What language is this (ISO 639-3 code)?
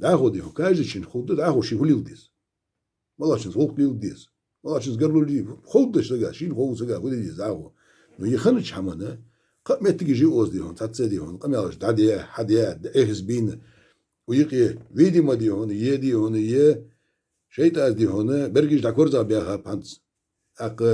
inh